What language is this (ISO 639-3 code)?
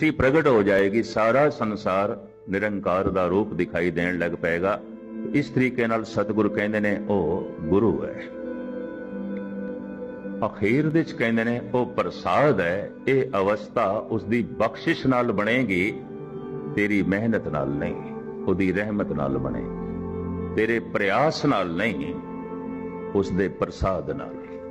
pan